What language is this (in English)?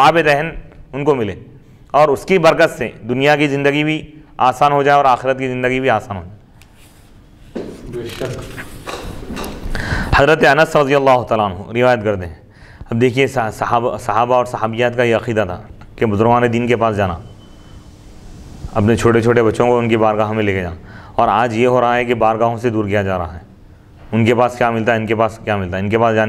Urdu